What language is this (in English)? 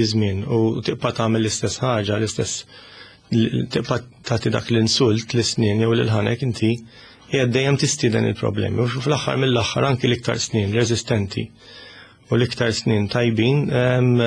Maltese